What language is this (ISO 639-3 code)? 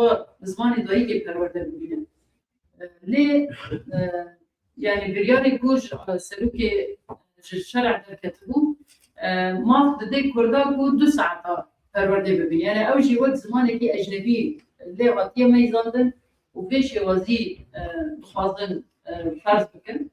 kur